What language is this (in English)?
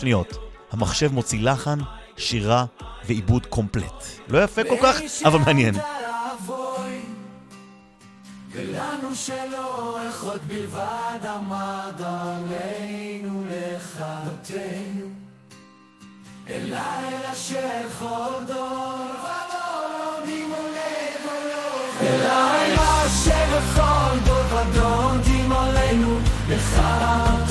Hebrew